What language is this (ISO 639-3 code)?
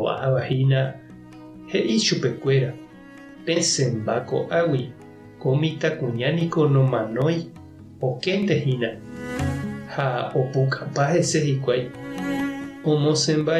grn